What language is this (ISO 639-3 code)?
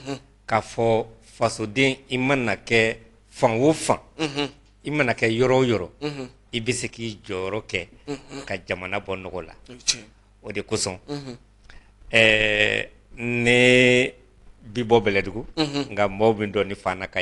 bam